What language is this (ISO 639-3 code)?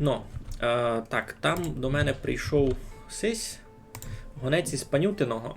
rue